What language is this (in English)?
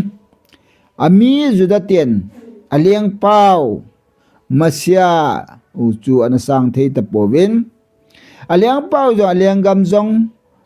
Thado Chin